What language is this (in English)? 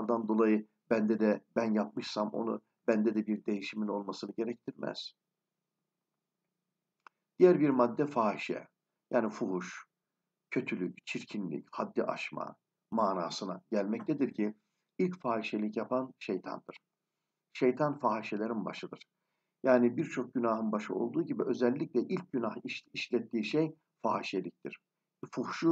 Turkish